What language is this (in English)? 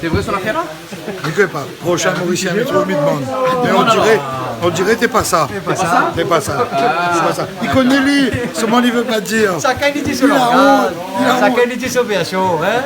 Réunion Creole French